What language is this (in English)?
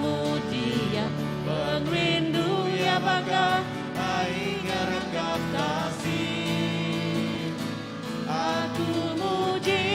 Iban